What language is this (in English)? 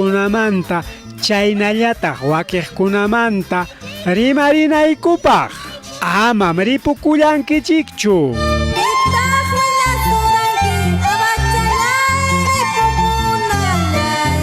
Ayacucho Quechua